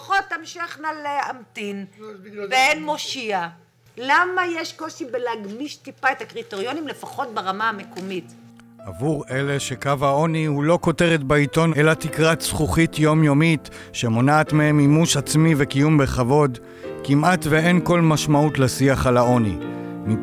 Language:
Hebrew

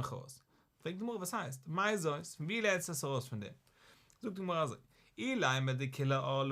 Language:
Yiddish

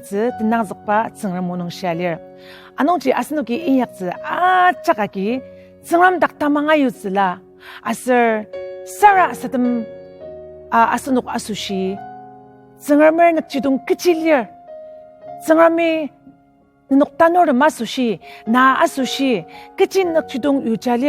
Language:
Ao Naga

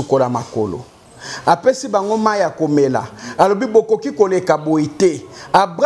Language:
Lingala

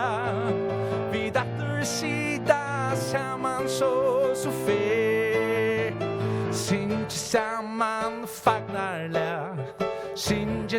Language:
Faroese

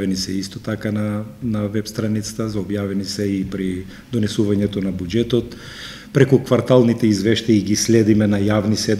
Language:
Macedonian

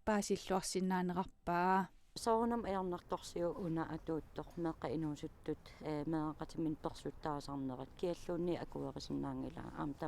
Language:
Kalaallisut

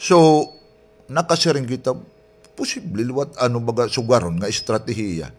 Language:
Waray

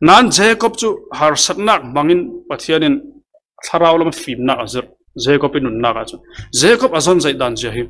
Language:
Falam Chin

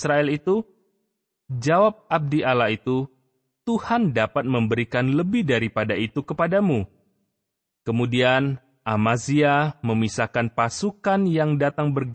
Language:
Indonesian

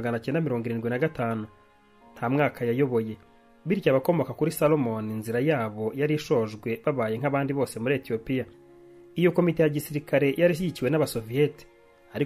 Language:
Kinyarwanda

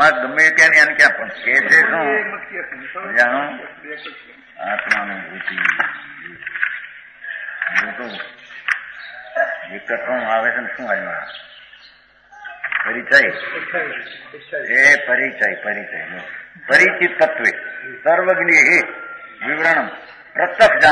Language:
Gujarati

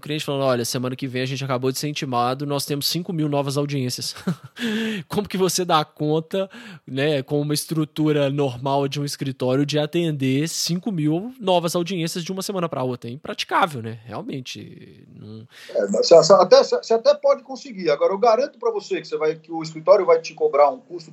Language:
Portuguese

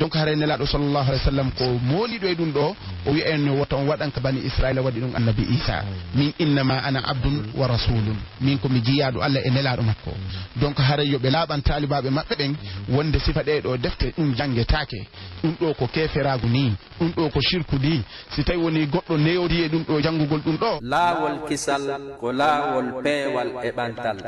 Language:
Fula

